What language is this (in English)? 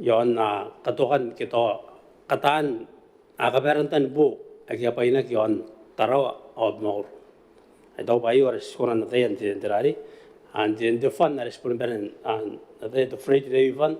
Gilbertese